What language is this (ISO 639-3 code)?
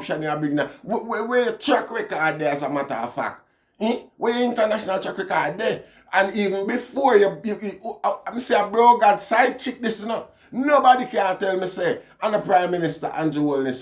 jam